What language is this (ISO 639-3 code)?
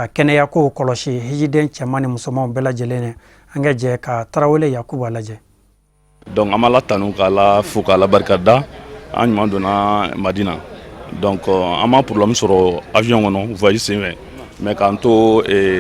bam